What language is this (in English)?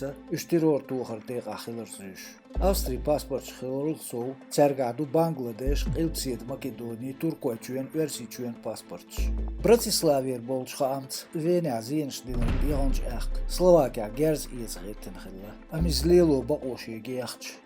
Chechen